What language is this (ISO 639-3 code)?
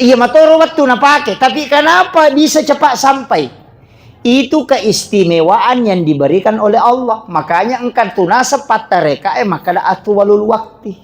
bug